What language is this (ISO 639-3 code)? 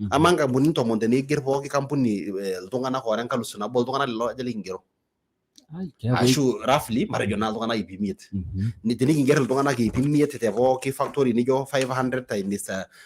mas